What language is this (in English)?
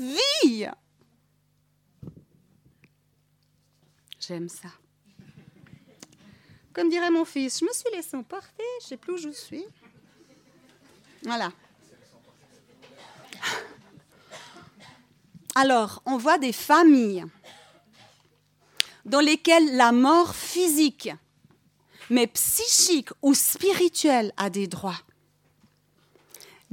French